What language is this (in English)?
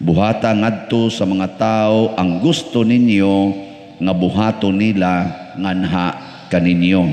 Cebuano